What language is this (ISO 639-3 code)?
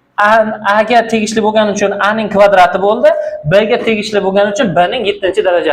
uzb